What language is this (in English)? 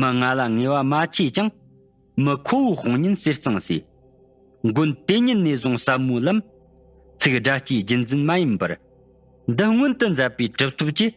Tibetan